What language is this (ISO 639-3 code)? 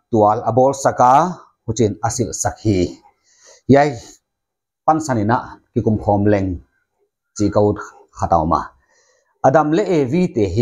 pck